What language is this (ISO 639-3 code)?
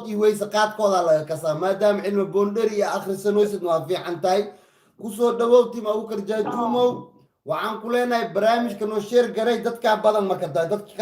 som